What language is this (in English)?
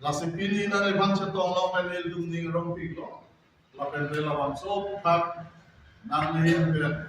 Karbi